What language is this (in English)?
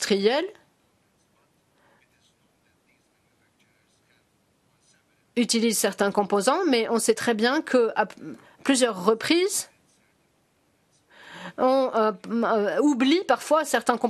French